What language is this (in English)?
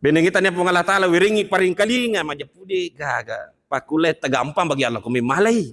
Buginese